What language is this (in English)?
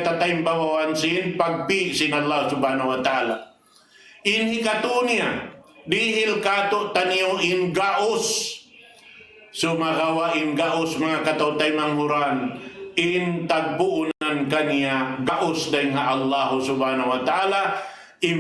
Tausug